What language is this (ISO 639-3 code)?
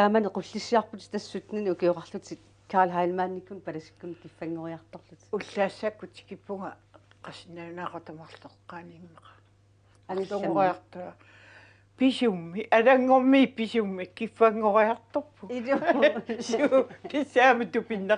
kal